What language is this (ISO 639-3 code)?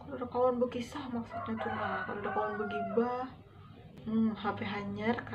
bjn